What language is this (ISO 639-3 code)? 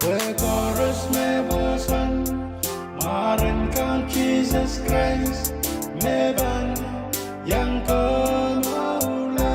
pon